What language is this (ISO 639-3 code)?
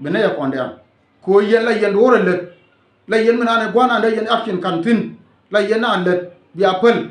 nus